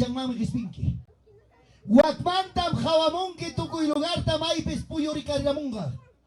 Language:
Ayacucho Quechua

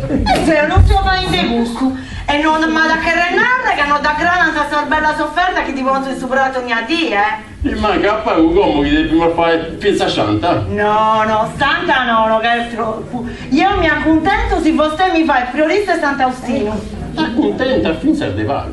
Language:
Sardinian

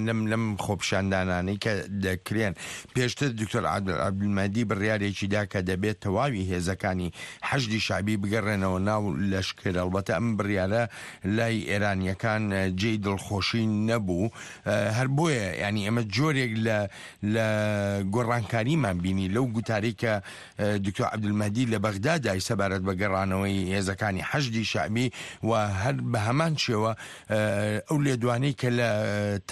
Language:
Central Kurdish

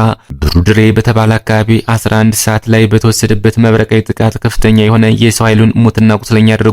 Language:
Amharic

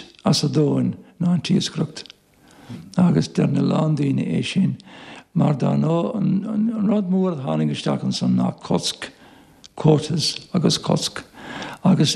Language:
Irish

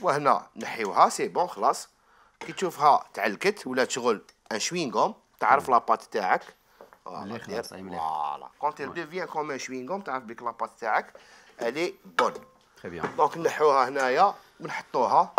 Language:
Algerian Arabic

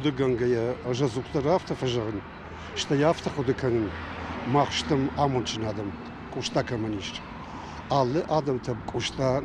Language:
Ossetic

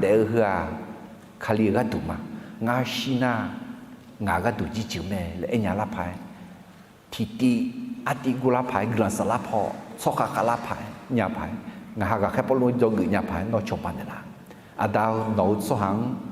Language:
Akha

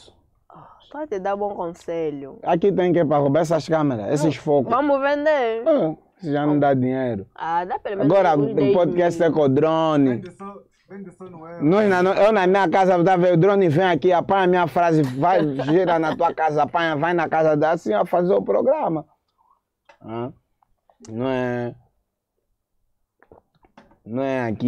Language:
Portuguese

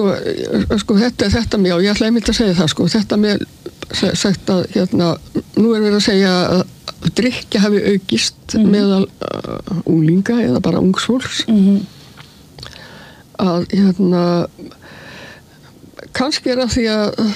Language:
Icelandic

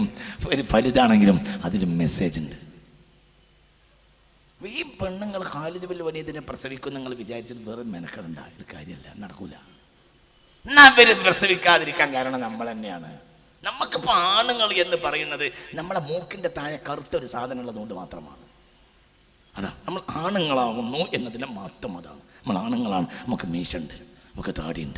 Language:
Malayalam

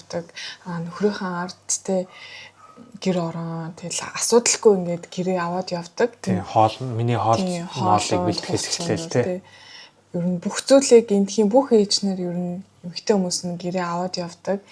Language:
Mongolian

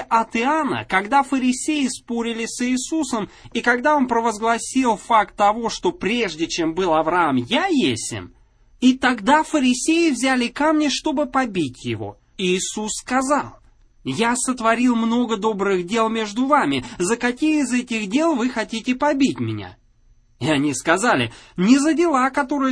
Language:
Russian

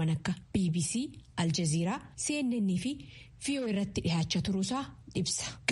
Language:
Oromo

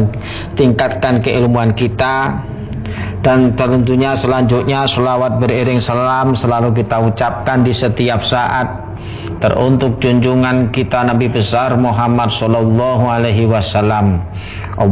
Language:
Indonesian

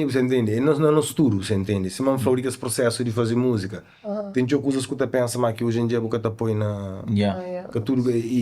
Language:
Kabuverdianu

